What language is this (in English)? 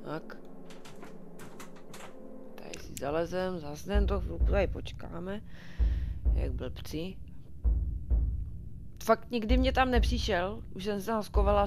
Czech